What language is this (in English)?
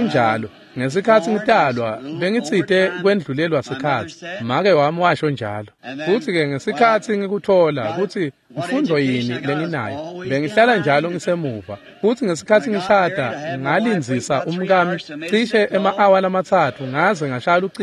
Swati